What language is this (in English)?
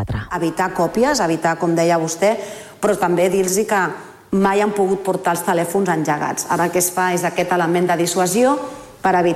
Catalan